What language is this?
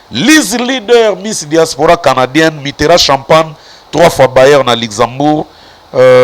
Lingala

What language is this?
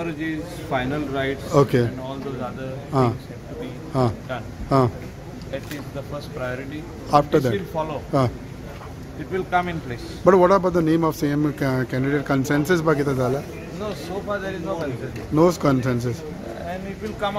Konkani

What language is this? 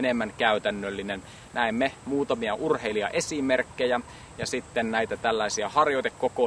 Finnish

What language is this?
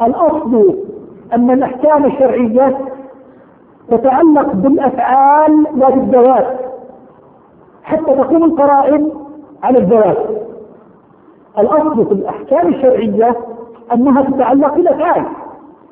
Arabic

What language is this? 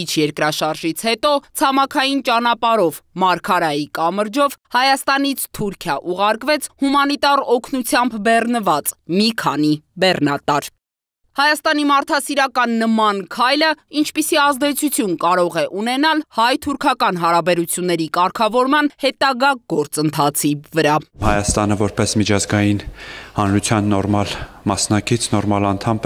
Armenian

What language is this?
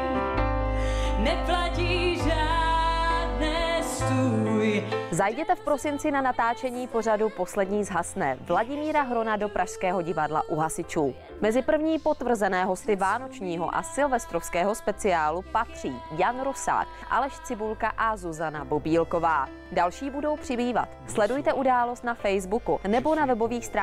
Czech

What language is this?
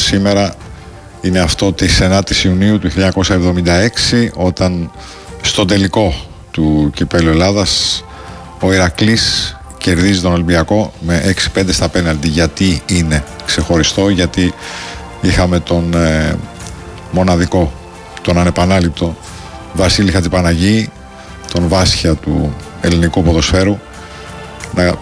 Greek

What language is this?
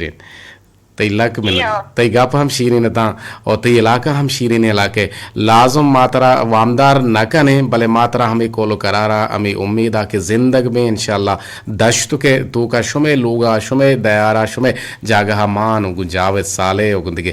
Eastern Balochi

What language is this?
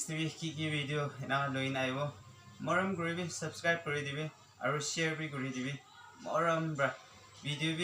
Naga Pidgin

